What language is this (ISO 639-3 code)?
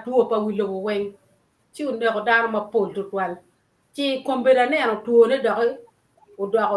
ach